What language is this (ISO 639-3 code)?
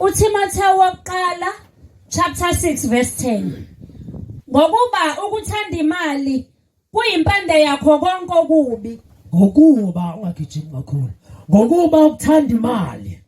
zul